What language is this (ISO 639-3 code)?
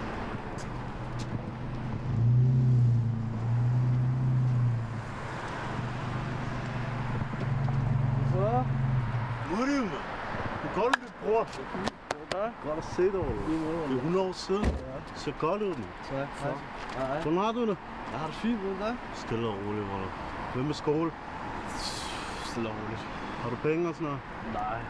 dan